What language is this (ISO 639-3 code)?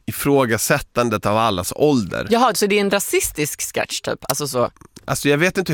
swe